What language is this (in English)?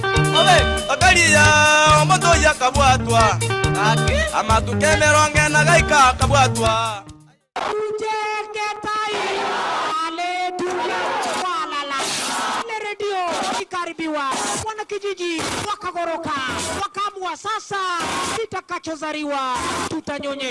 Gusii